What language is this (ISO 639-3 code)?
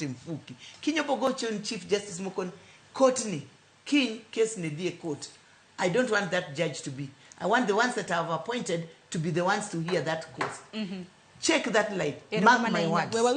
luo